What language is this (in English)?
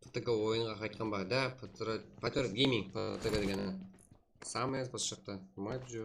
Kara-Kalpak